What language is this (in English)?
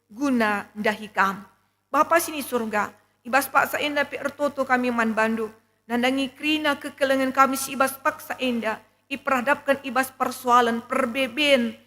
Batak Karo